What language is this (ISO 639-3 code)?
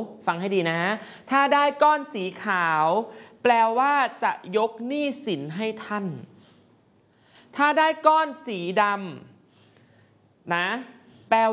tha